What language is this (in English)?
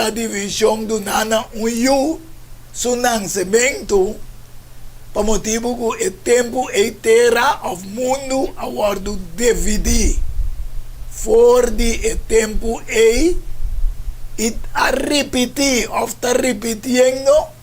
Papiamento